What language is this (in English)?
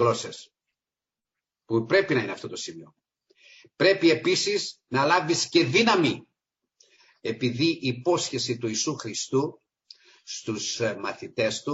Greek